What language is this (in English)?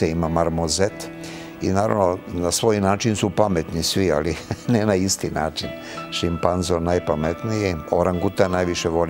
Serbian